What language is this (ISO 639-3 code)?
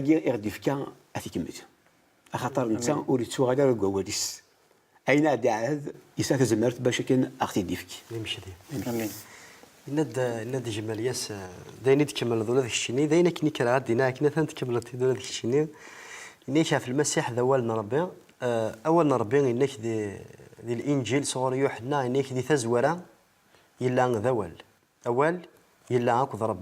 kab